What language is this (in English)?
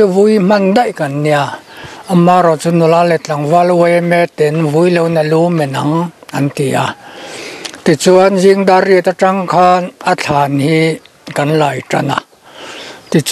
Mizo